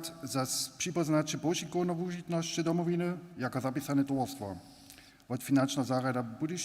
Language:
Upper Sorbian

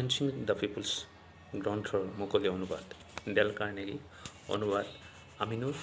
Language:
Assamese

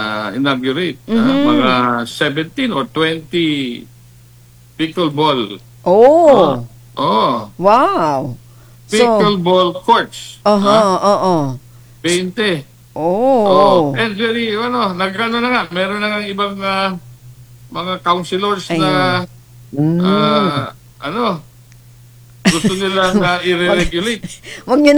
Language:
Filipino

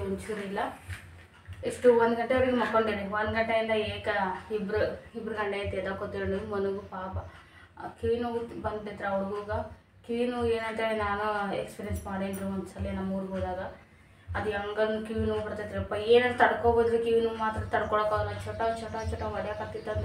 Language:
Kannada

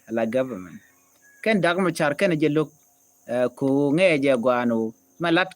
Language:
Nuer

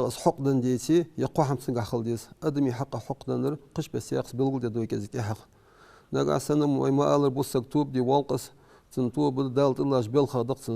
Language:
Ingush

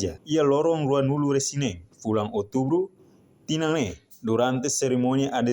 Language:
Tetum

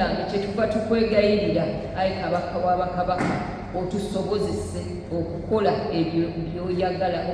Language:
Ganda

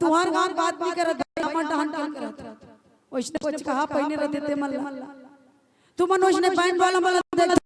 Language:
Chhattisgarhi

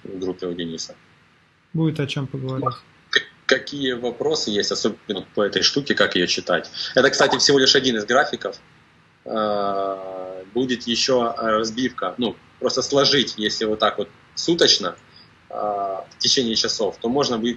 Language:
Russian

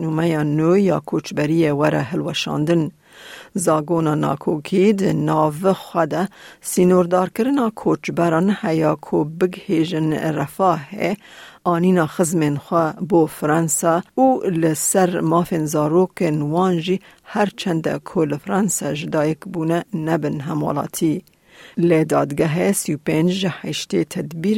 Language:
Kurdish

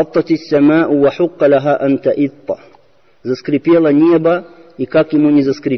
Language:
Russian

